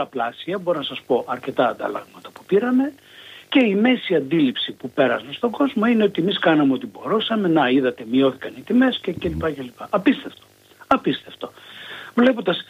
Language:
Greek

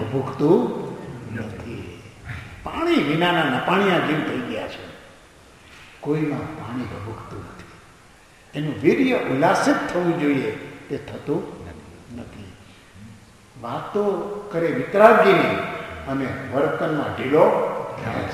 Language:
Gujarati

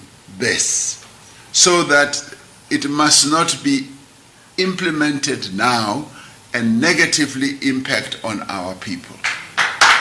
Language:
English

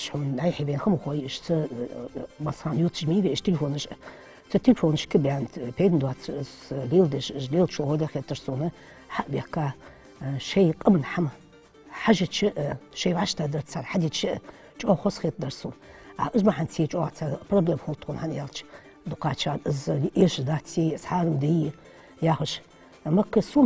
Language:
Ingush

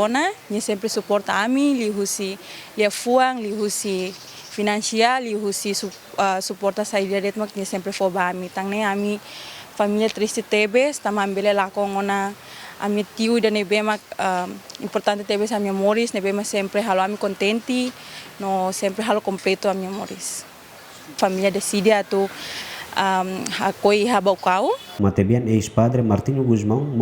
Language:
Tetum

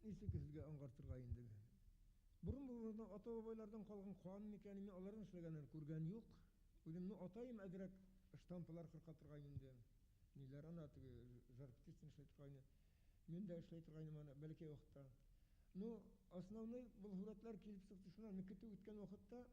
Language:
Bashkir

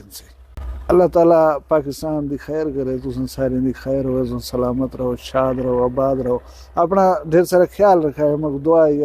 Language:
Saraiki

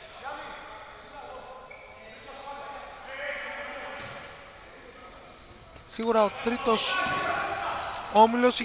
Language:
Greek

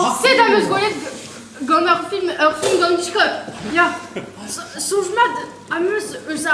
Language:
Breton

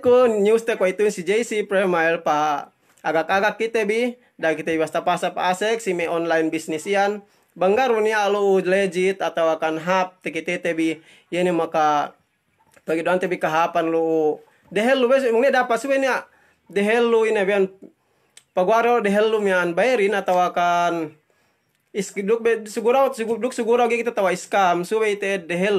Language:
Yakan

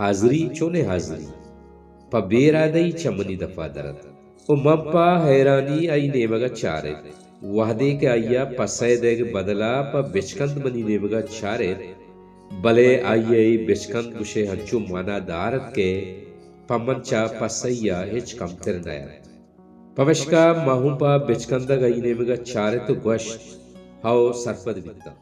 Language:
Baluchi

